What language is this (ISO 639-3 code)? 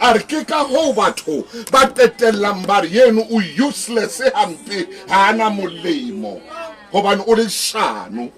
sot